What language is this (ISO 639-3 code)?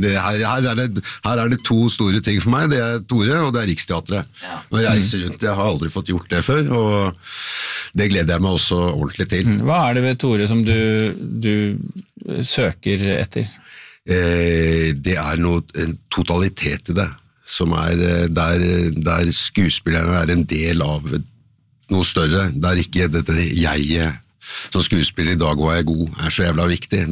nor